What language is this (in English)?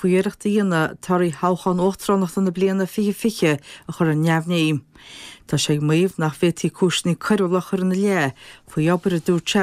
Irish